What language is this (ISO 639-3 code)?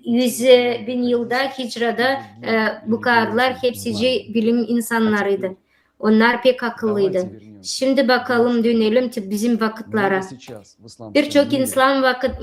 gag